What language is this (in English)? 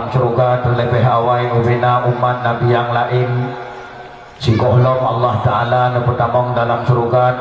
Achinese